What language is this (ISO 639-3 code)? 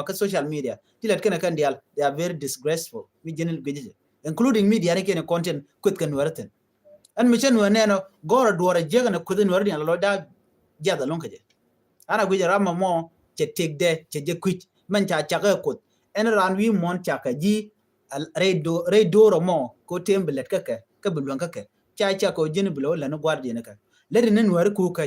nus